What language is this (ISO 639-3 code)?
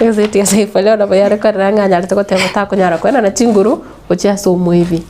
guz